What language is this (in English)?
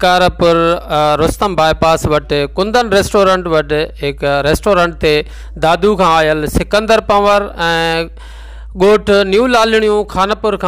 Sindhi